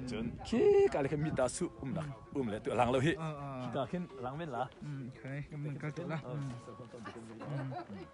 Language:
Hakha Chin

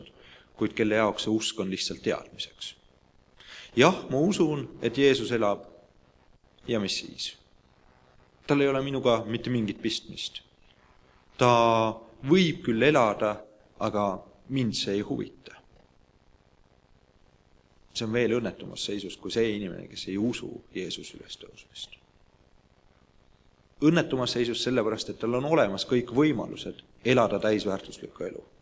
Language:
Estonian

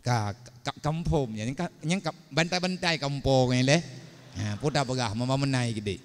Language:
Achinese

